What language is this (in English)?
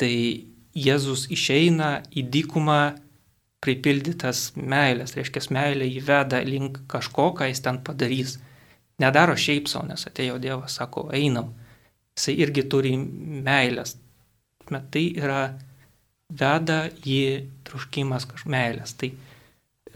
Lithuanian